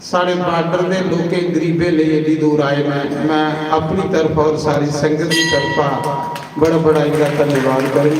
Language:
Dogri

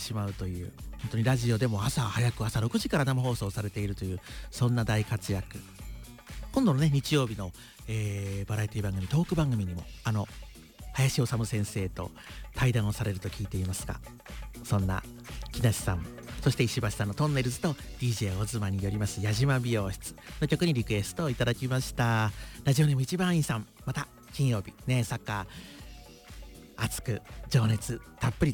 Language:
Japanese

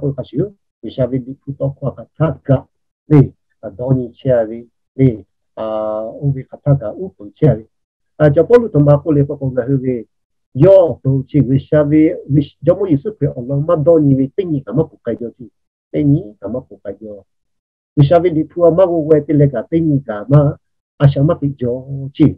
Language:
Lahu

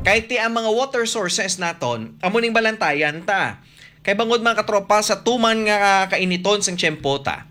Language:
Hiligaynon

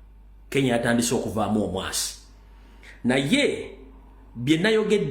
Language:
Ganda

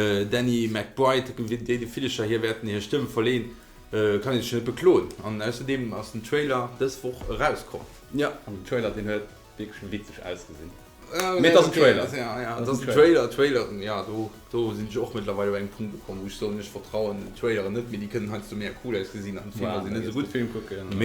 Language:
Luxembourgish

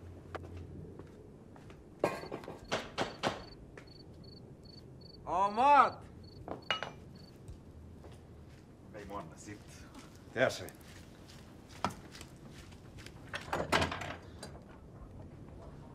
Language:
Persian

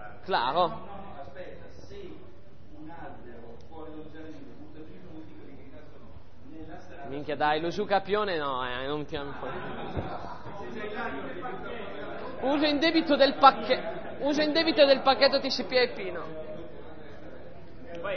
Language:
Italian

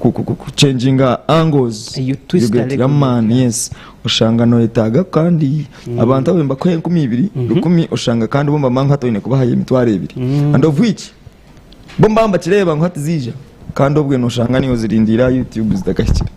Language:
Nyankole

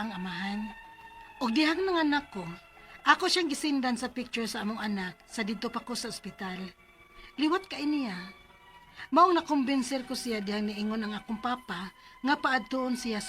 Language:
Cebuano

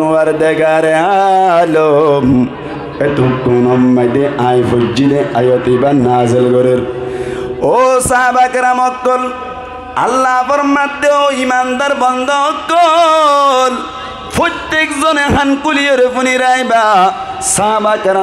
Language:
Rohingya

